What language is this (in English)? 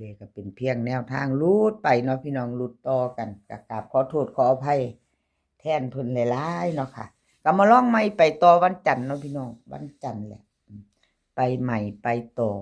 Northeastern Thai